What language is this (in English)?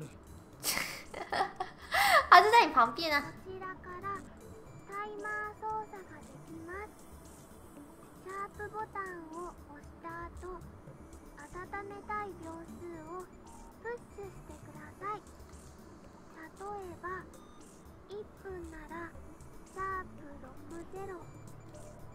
Chinese